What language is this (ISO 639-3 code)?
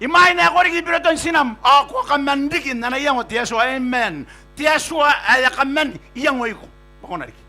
gil